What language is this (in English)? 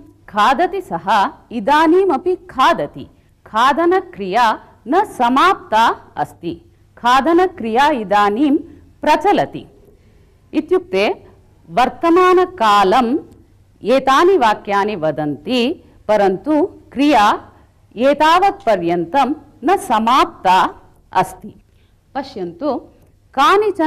Sanskrit